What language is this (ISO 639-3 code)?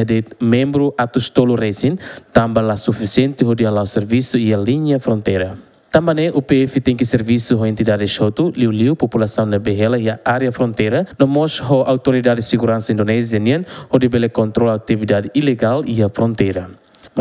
tet